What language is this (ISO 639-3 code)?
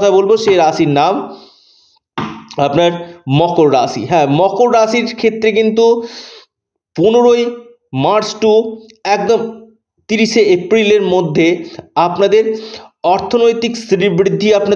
ben